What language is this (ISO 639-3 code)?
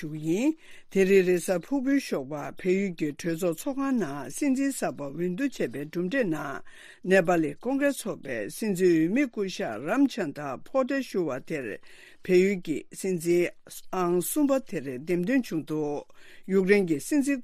bod